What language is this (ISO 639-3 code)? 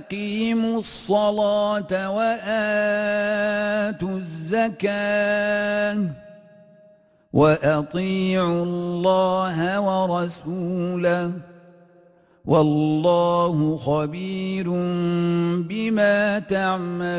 ara